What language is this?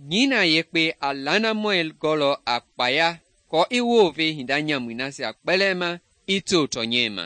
Mende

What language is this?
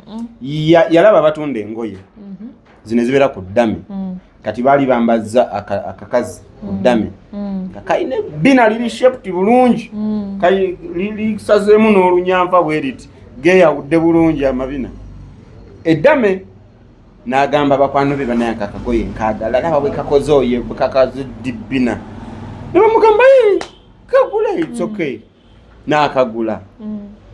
Ganda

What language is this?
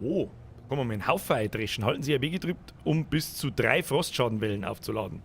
Bavarian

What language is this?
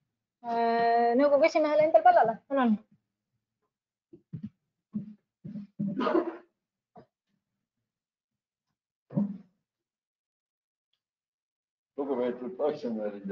Estonian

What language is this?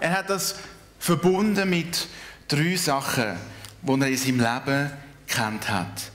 Swiss German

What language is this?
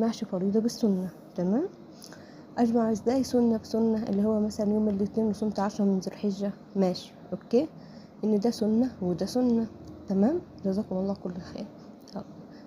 Egyptian Arabic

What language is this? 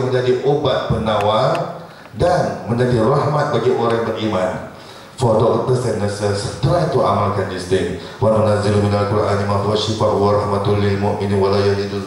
Malay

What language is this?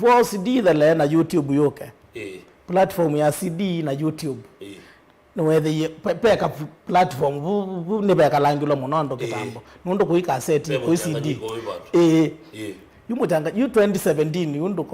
Kamba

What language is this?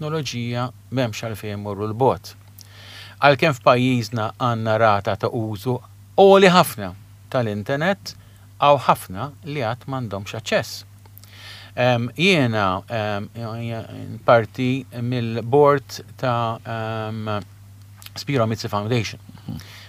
Maltese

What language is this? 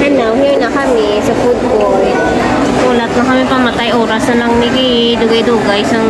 Hiligaynon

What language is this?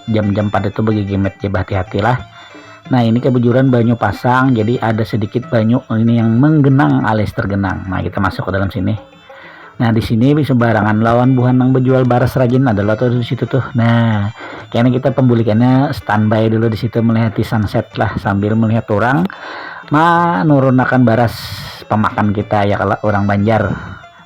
Banjar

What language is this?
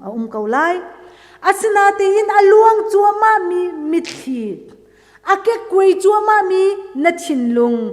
Hakha Chin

